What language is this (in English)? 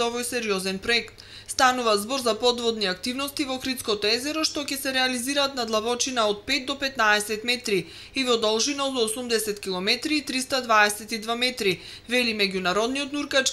Macedonian